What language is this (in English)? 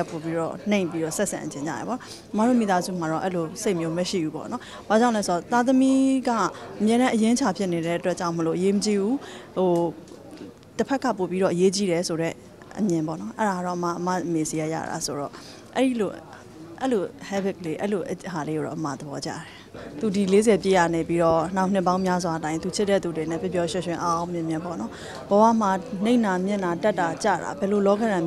Burmese